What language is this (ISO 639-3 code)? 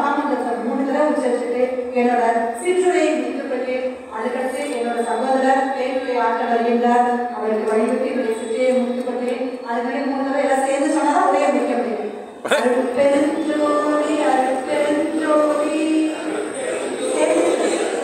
tam